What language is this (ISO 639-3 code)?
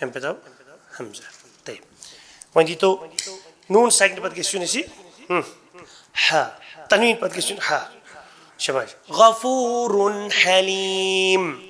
kas